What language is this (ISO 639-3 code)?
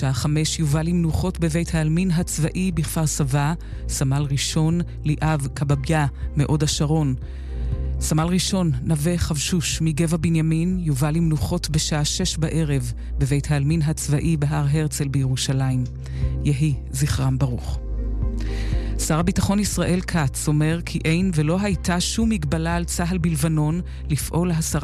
heb